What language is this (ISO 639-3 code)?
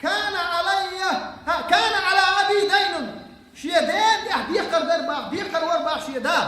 che